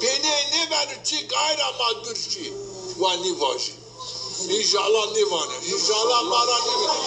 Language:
Zaza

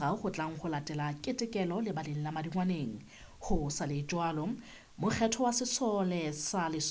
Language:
Southern Sotho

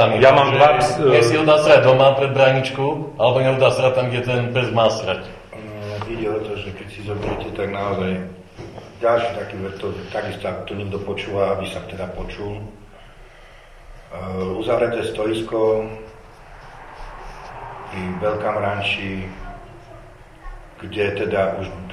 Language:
Slovak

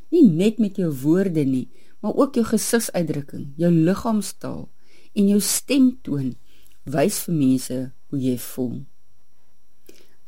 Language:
Afrikaans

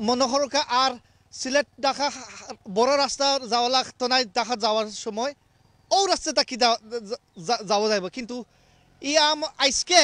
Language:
Sylheti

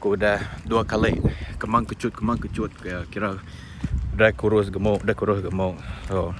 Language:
Iban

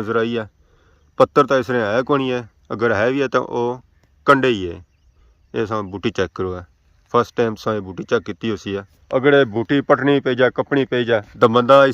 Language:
Pahari-Potwari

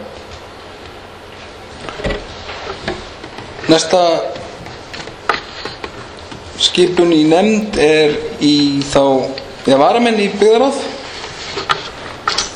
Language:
Icelandic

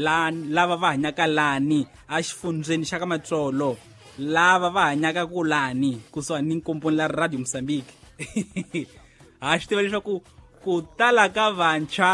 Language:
Tsonga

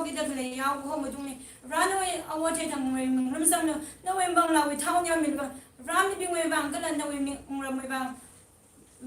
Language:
Tangkhul Naga (India)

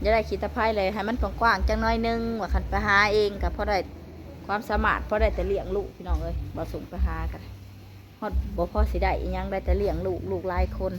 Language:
Northeastern Thai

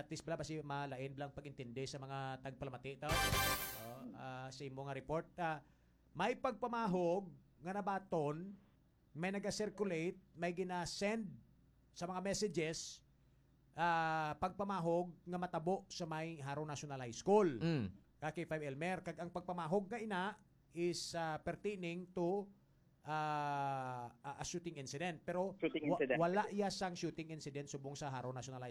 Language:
Hiligaynon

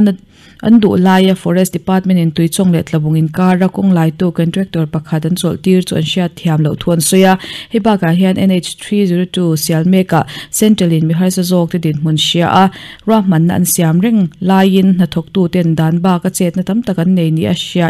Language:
Mizo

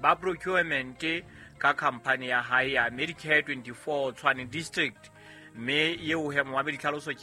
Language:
Southern Sotho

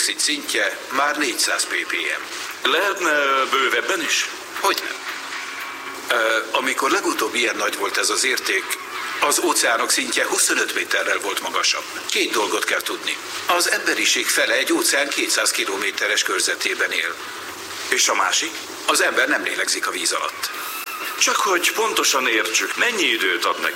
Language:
Hungarian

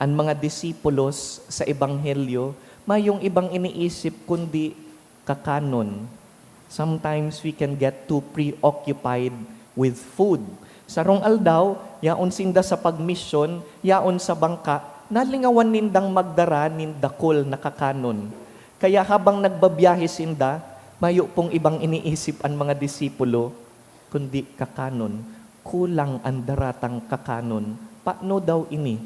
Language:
Bikol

